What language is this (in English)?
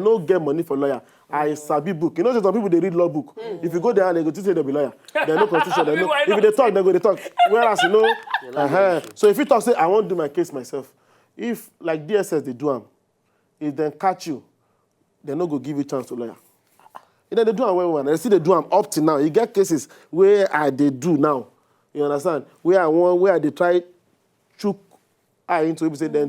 Nigerian Pidgin